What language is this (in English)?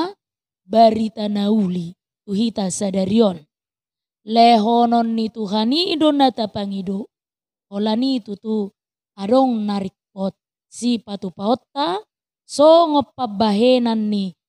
Batak Toba